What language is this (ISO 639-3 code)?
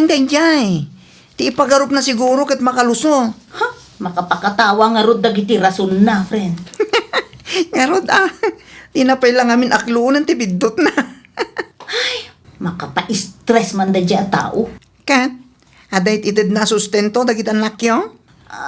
ilo